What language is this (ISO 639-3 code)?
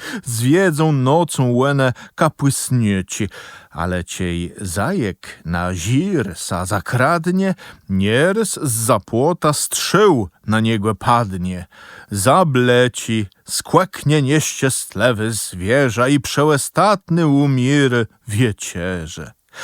csb